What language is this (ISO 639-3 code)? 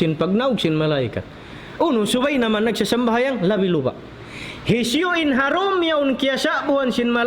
tsg